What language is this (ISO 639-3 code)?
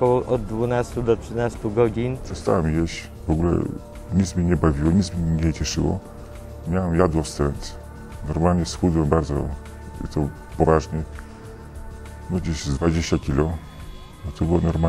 pol